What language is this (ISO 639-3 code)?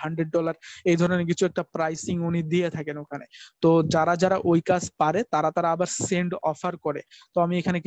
ben